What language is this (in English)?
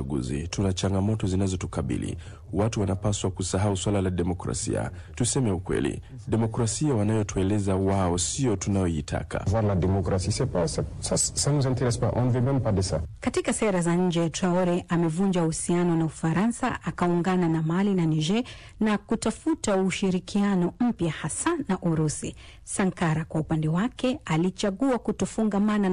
Swahili